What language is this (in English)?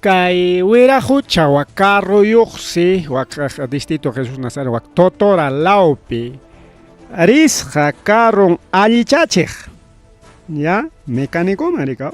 Ayacucho Quechua